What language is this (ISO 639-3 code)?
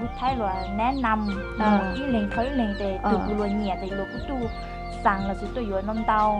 hmn